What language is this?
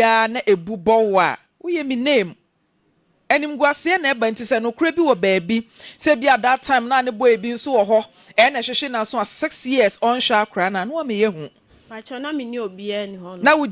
Akan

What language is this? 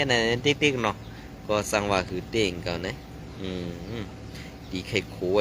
Shan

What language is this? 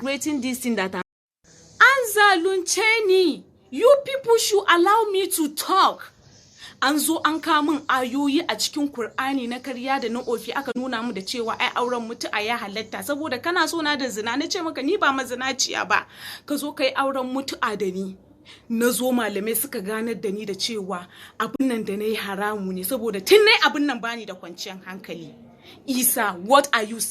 Hausa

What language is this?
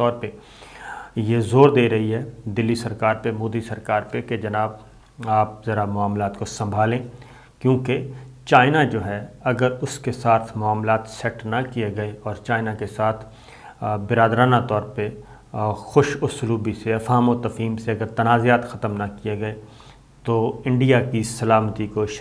Urdu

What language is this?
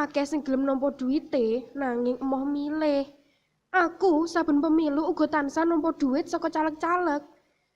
Javanese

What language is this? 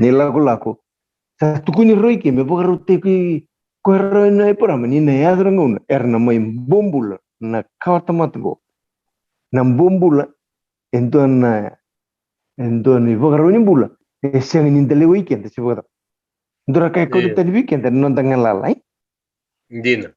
Fijian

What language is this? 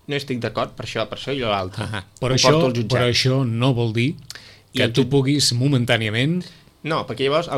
Catalan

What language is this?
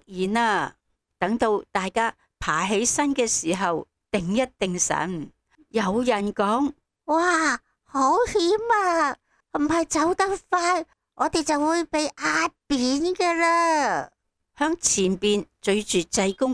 Cantonese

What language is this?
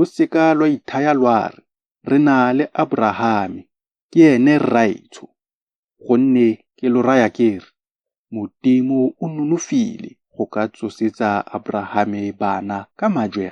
Tswana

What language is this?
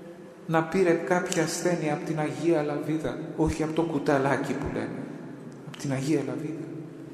Greek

